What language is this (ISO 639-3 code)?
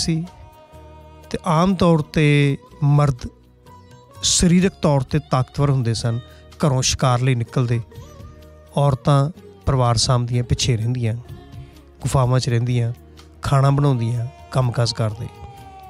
pan